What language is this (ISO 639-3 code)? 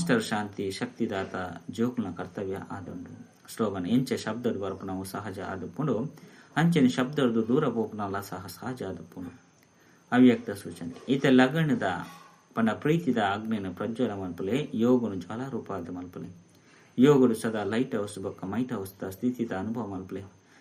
tcy